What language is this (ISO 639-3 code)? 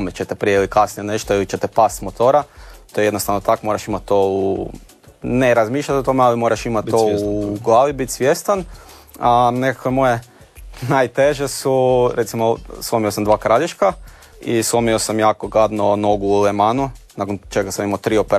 hrv